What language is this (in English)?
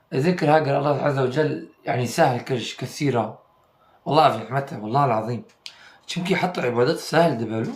Kurdish